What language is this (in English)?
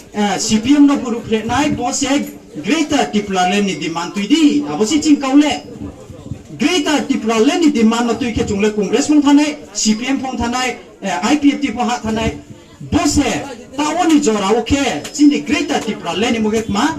Kok Borok